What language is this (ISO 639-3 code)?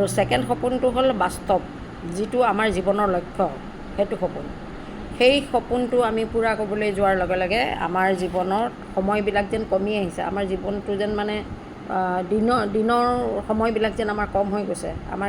asm